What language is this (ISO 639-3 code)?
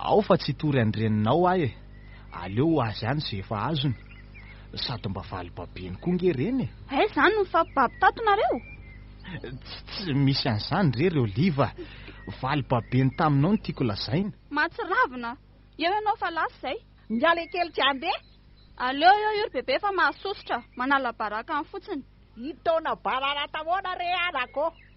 mlg